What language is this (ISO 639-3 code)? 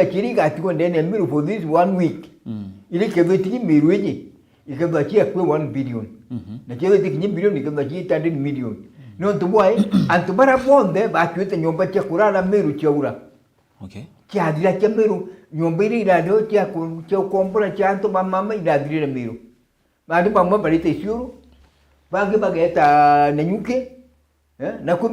mer